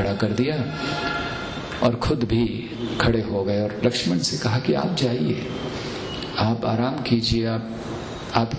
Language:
Hindi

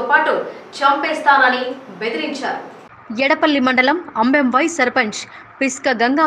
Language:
Telugu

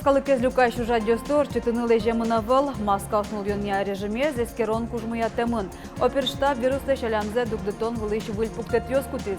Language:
Udmurt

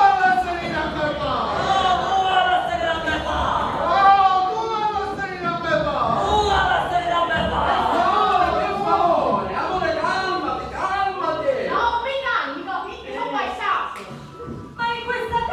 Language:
Sicilian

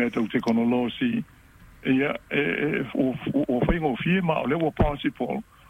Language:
Samoan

